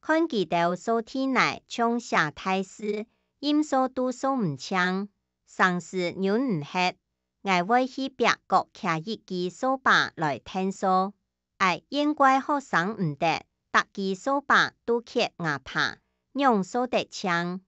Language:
Hakka Chinese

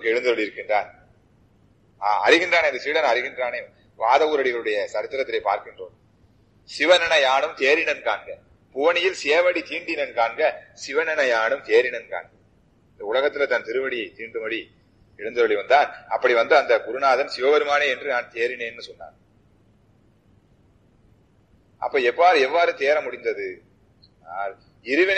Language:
Tamil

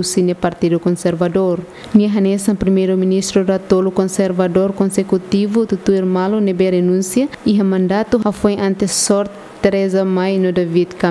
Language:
Tetum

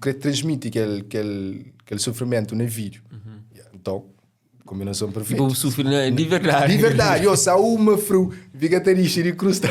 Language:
Kabuverdianu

